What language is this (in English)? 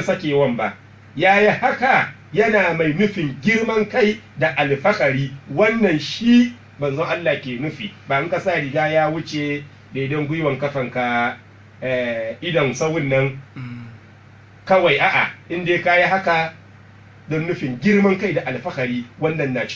Hausa